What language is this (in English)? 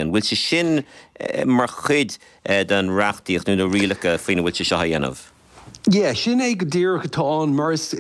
Irish